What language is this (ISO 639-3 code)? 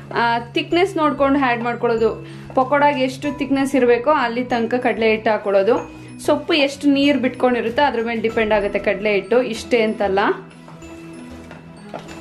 kan